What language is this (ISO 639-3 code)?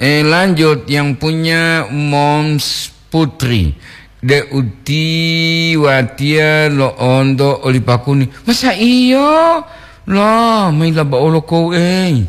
gor